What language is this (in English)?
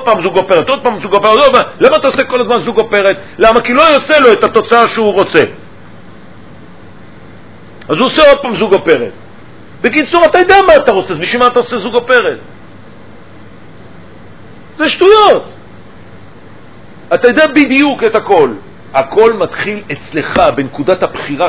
Hebrew